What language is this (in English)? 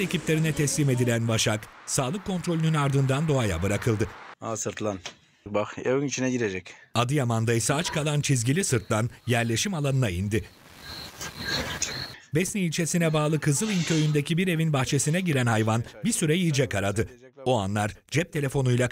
Turkish